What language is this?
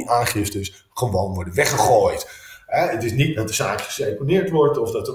Dutch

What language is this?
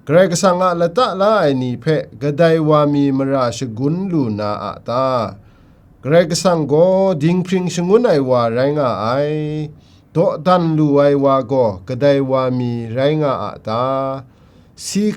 Kachin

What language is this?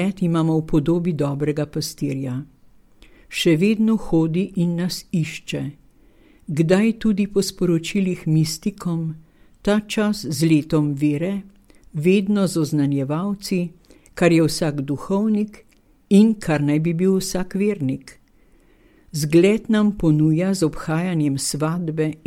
Slovenian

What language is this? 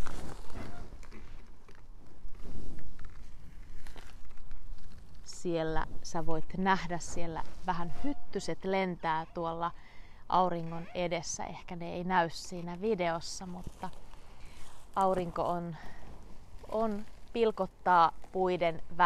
Finnish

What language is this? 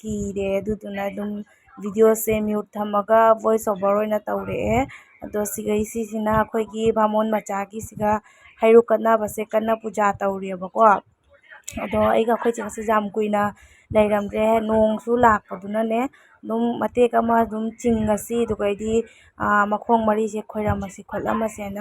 Manipuri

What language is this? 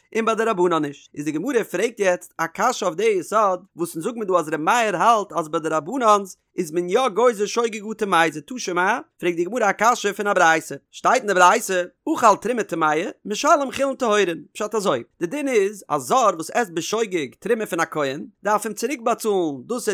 Yiddish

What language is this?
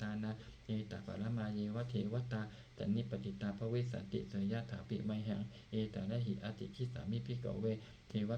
Pali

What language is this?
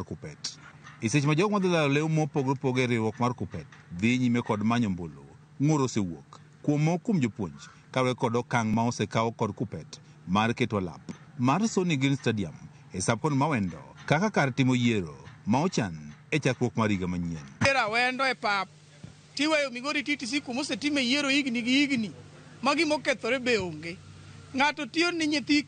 Luo (Kenya and Tanzania)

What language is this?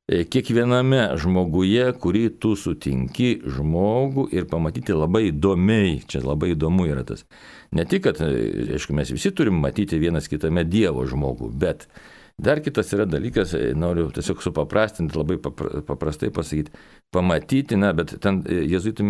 Lithuanian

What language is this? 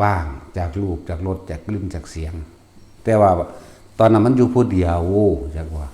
Lao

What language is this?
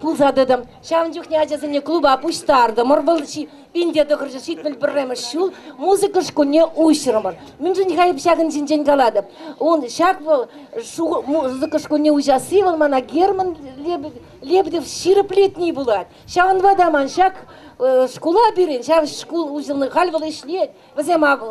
Chuvash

